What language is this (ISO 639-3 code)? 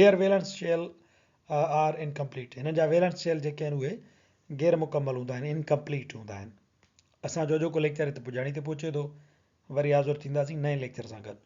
snd